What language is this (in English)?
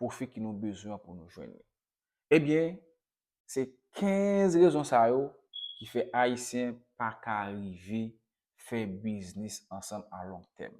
Haitian Creole